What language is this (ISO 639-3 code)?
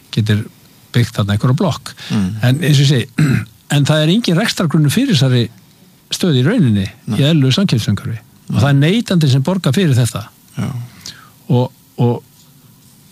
isl